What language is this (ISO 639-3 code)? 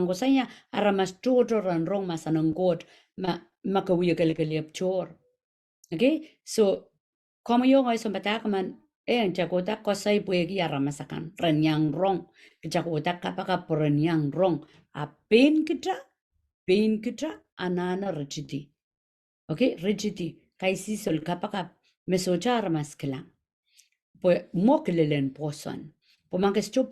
pon